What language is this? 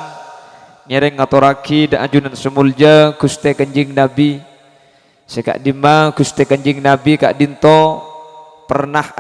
Madurese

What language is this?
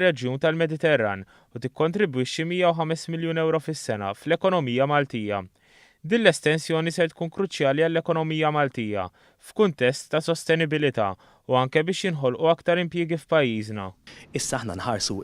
Maltese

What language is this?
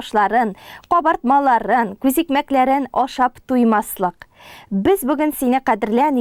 Tatar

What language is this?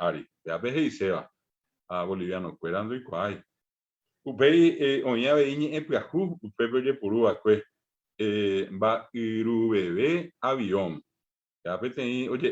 Guarani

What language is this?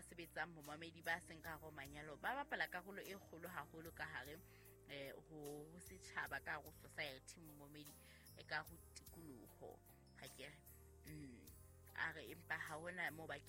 Southern Sotho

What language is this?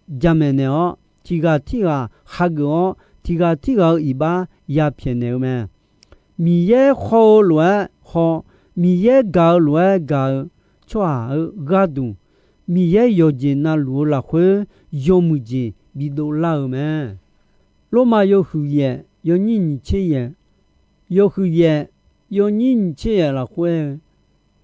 Akha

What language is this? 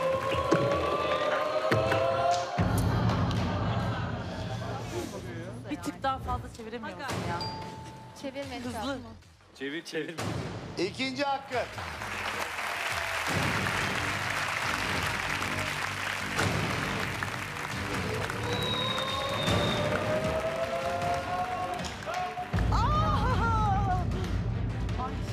Turkish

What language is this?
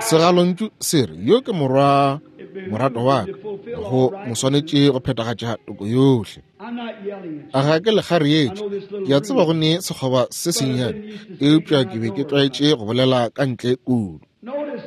Northern Sotho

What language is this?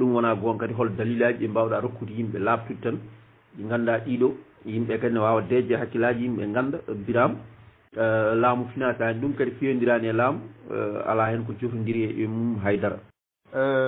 Fula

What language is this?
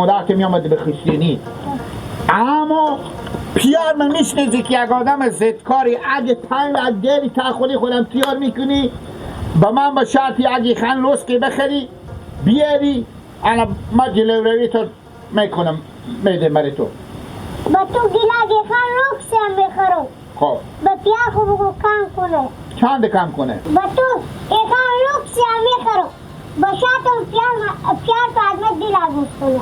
Hazaragi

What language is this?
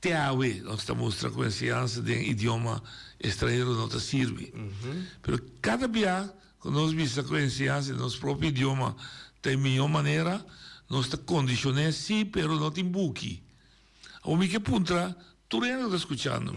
Papiamento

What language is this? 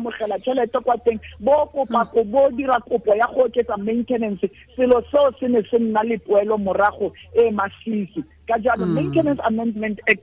Tswana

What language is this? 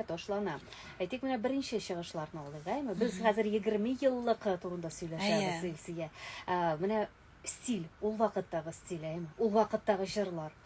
Tatar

